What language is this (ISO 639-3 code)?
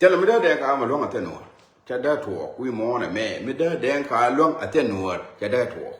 nus